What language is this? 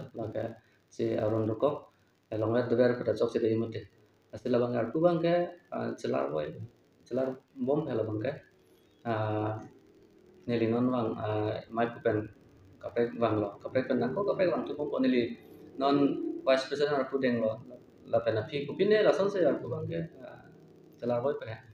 Karbi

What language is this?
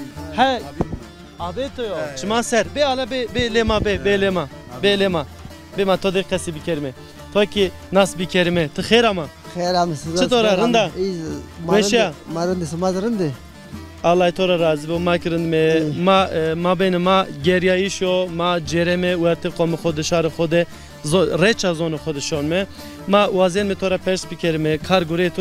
Zaza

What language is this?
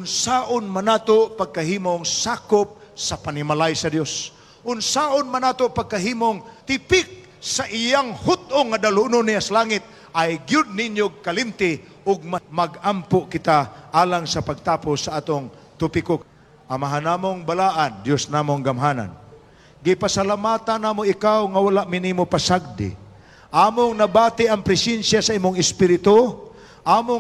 Cebuano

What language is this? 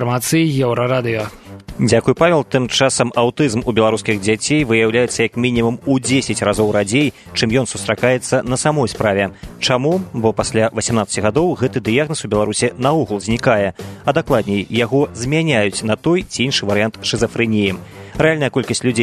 Belarusian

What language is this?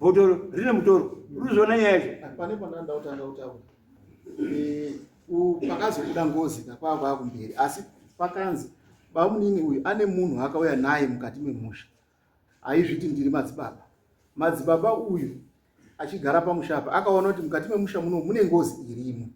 Shona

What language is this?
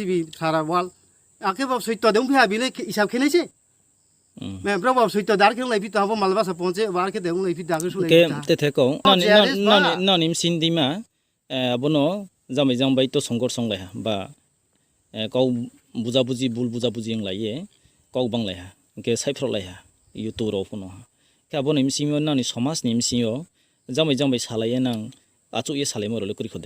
Riang (India)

